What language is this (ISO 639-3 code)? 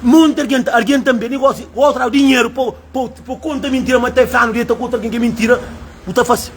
kea